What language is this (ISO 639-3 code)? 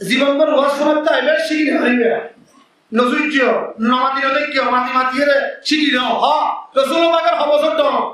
rhg